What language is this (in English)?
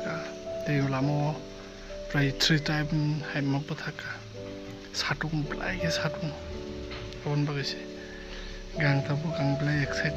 Kok Borok